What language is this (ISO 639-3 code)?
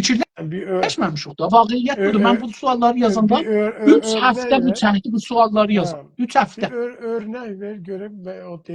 azb